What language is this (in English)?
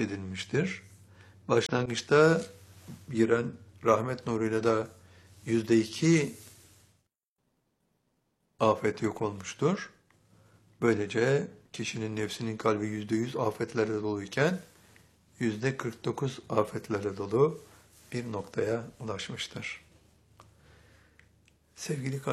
Turkish